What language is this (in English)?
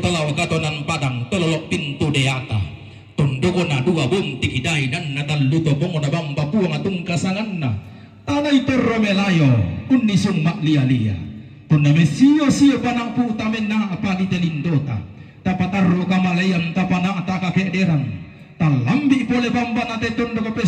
Toraja-Sa'dan